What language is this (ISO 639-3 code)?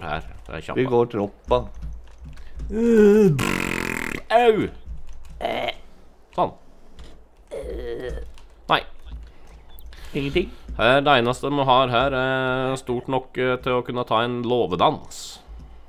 nor